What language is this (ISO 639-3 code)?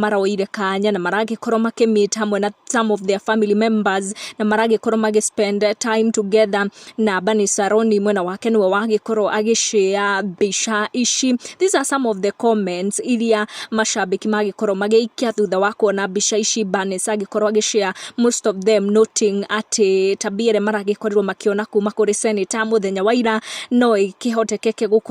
kik